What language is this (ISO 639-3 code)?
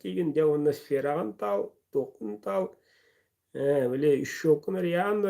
sah